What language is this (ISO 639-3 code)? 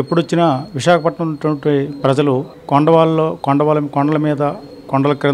tel